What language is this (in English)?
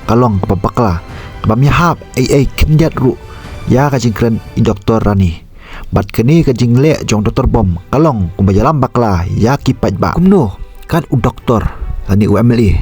Khasi